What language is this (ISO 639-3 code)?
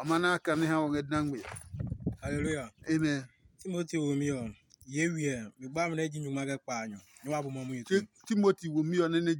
ada